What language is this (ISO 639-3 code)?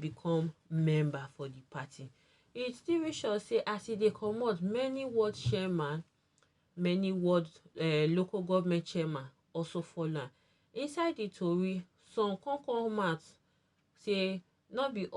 pcm